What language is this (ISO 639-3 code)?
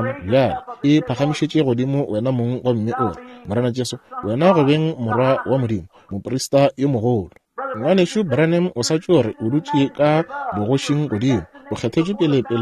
nso